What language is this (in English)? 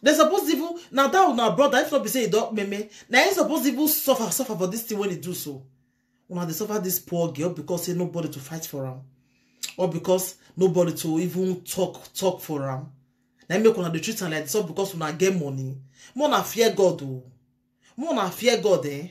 Nigerian Pidgin